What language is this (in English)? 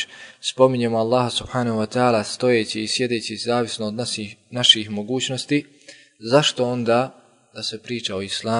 Bosnian